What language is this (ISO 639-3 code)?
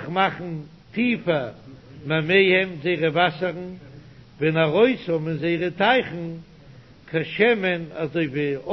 yid